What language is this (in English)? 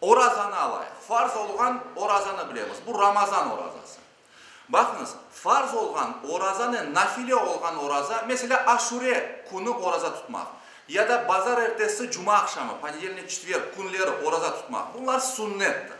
Crimean Tatar